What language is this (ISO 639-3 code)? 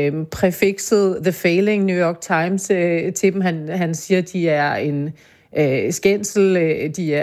dan